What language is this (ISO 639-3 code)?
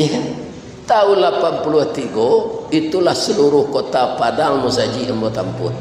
min